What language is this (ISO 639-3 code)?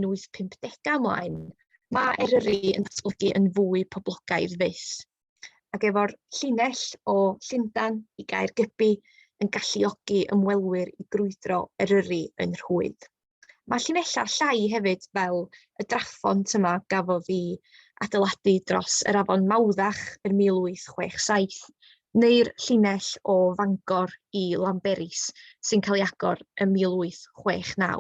cym